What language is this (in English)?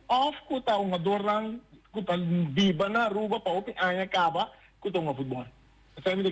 Papiamento